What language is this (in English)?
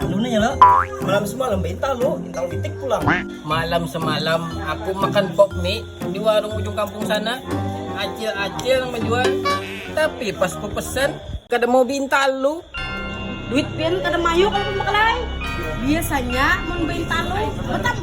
Banjar